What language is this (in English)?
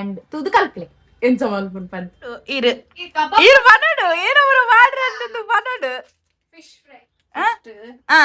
Tulu